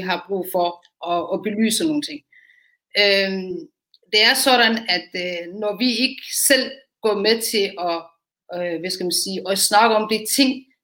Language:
Danish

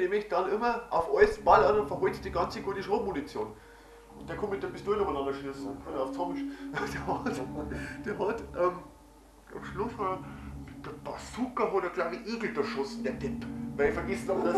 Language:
Bavarian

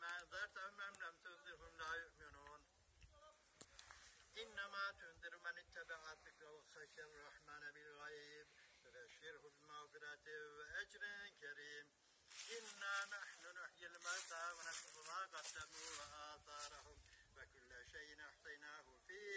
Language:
Arabic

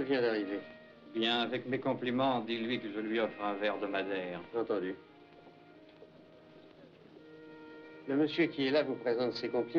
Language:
French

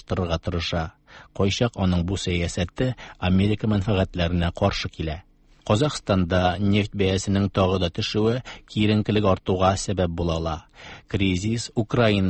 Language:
Tatar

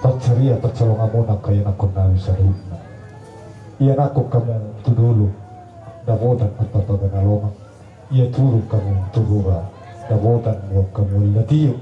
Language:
Batak Toba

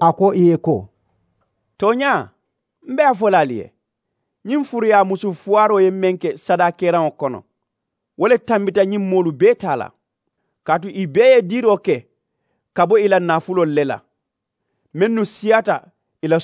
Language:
Mandingo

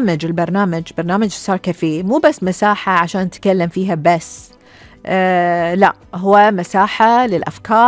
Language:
Gulf Arabic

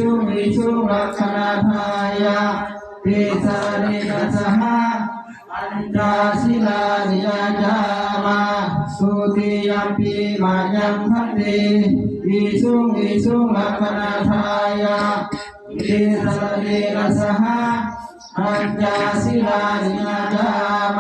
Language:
Pali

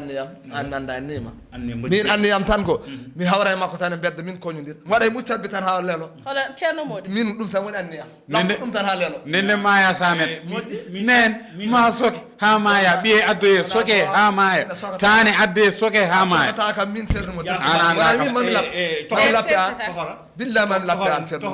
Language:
Fula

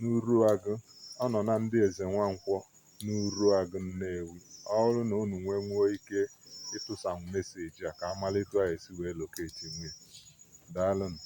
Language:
Igbo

